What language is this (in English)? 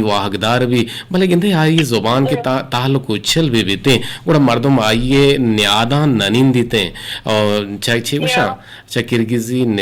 Eastern Balochi